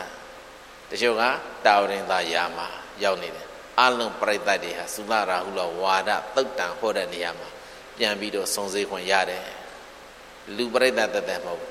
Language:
Burmese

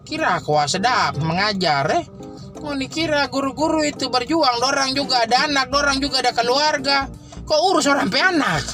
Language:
Manado Malay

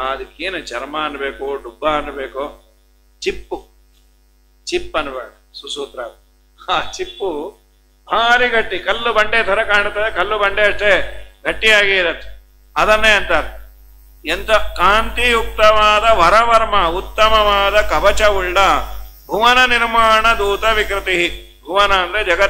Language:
Kannada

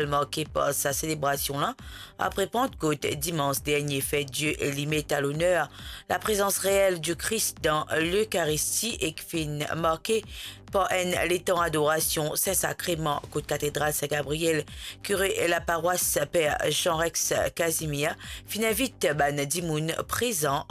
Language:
Morisyen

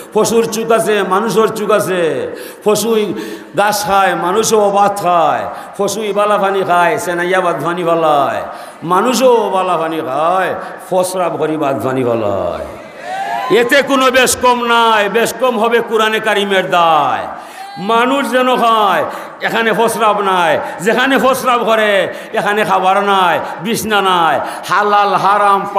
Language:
Sylheti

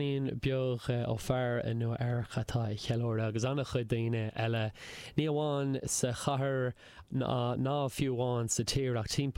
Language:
Irish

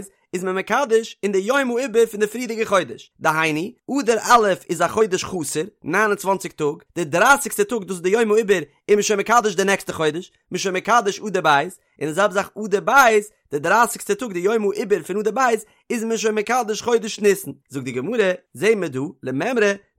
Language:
Yiddish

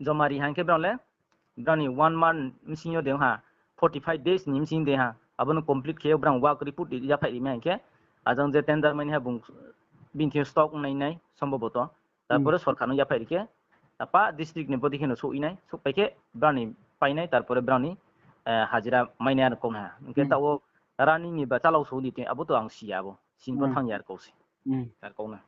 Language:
Riang (India)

